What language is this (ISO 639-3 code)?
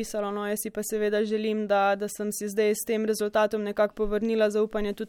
slv